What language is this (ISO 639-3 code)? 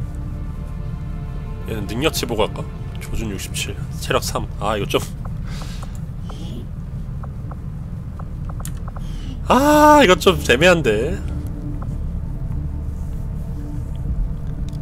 kor